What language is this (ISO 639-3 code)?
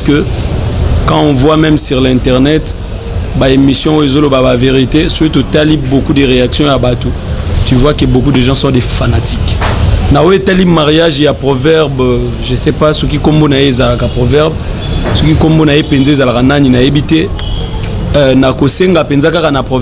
lin